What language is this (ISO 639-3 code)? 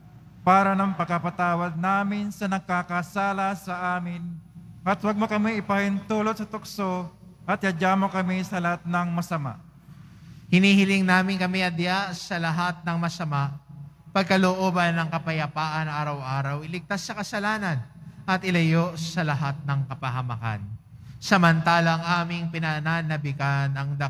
fil